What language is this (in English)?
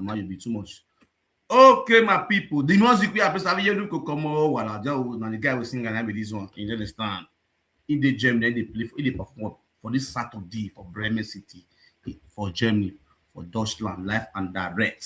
Nigerian Pidgin